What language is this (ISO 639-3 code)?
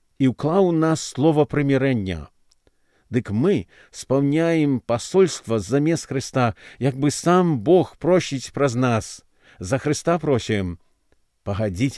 bel